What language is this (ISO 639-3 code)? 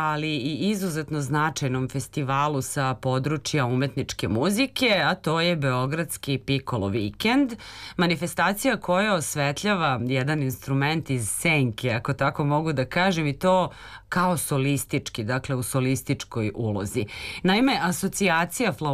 srp